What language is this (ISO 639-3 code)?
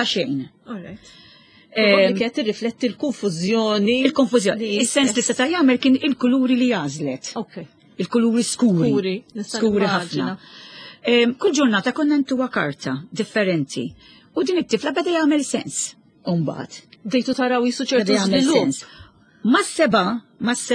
mlt